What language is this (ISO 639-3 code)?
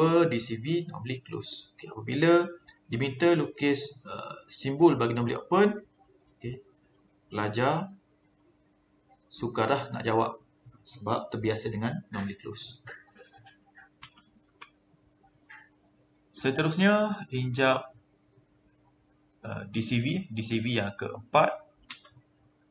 msa